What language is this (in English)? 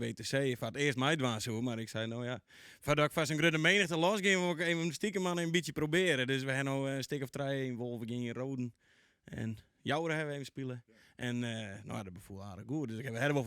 Western Frisian